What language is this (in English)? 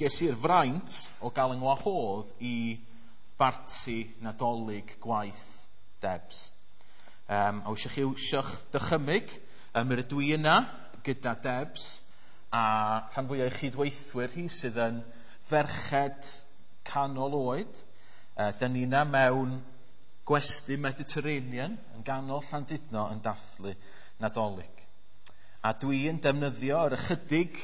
Welsh